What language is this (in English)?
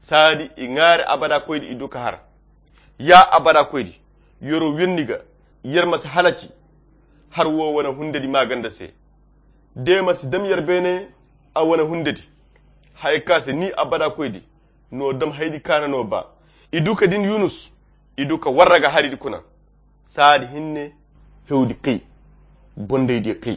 Koyra Chiini